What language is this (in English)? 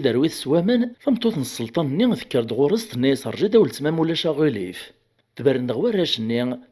Kabyle